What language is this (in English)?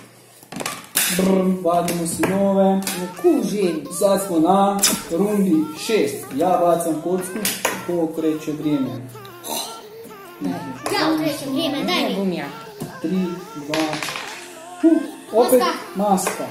Croatian